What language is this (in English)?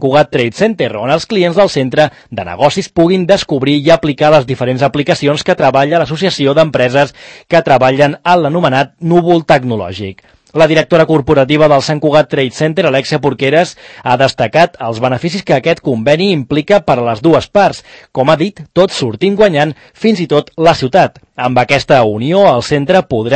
Catalan